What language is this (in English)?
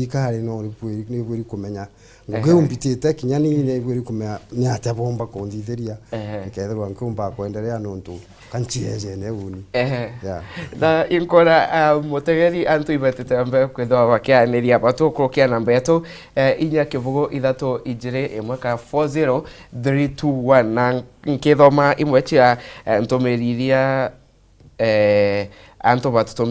Meru